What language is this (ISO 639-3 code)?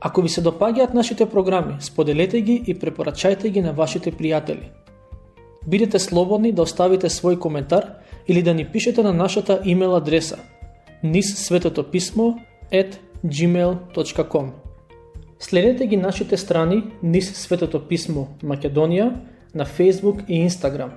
mkd